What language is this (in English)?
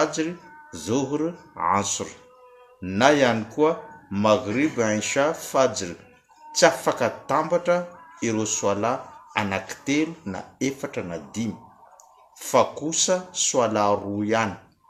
Malagasy